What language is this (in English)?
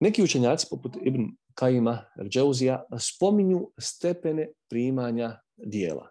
Bosnian